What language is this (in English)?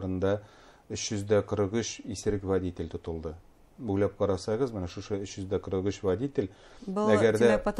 Bashkir